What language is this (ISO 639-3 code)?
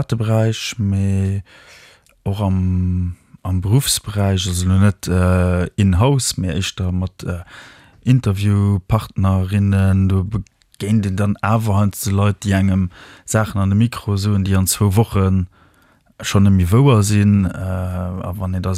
ltz